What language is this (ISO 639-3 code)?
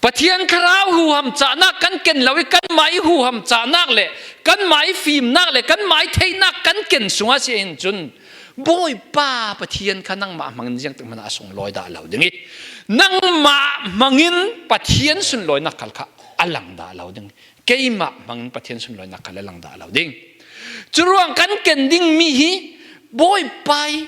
cfm